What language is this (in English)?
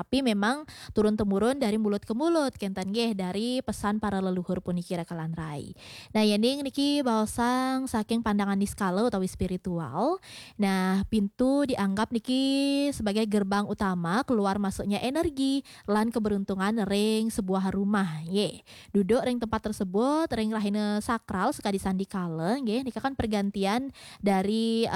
Balinese